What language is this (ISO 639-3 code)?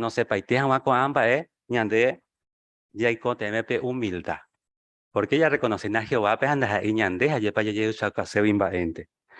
grn